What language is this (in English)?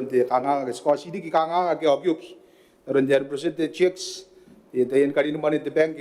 Gilbertese